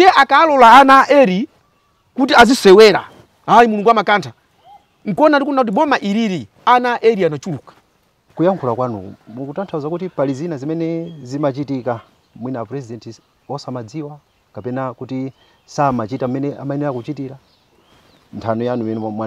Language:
Nyanja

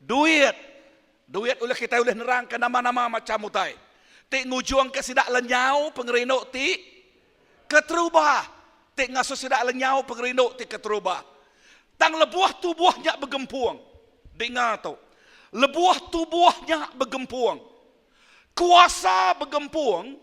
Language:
Iban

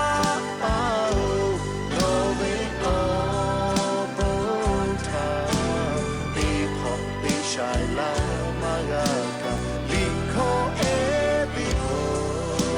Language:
Lahu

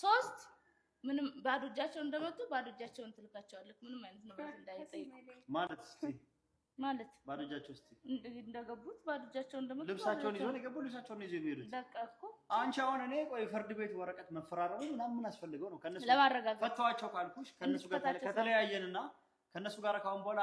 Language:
Amharic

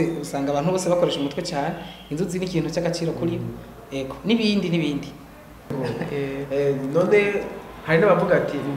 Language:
Rundi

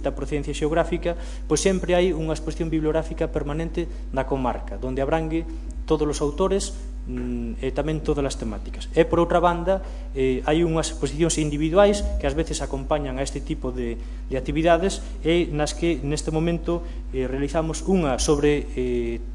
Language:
Galician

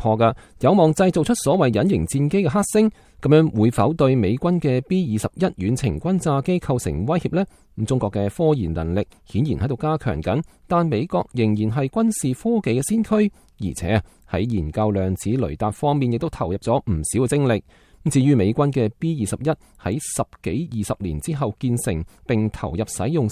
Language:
Cantonese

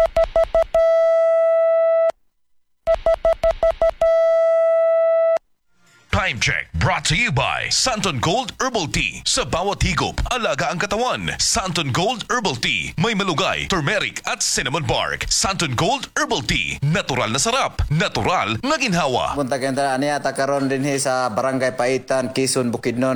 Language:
Filipino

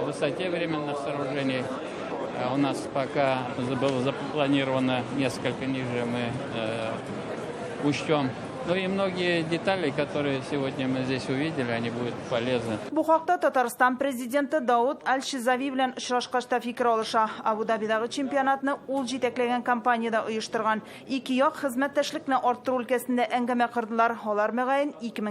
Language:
Tatar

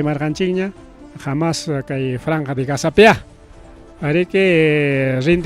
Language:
Ayacucho Quechua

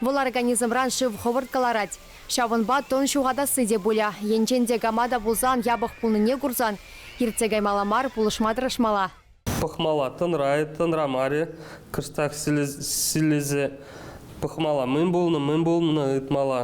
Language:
Chuvash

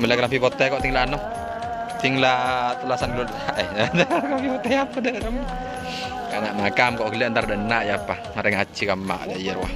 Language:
Madurese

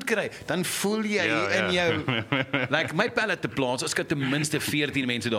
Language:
Afrikaans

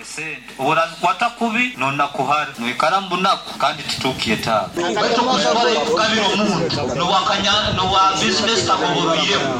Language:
Nyoro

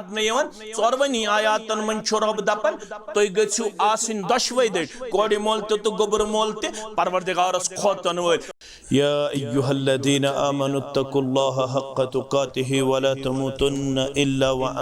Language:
Kashmiri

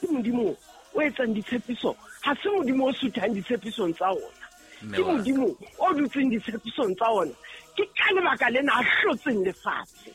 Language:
Southern Sotho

